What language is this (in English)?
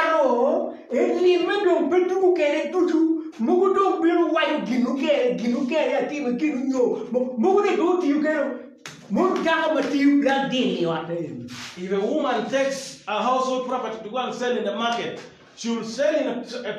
Acoli